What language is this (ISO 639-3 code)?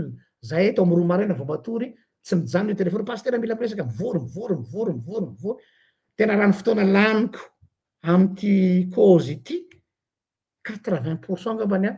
mlg